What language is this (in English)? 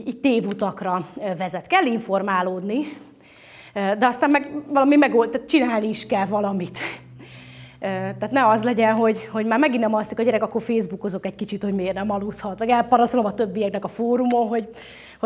Hungarian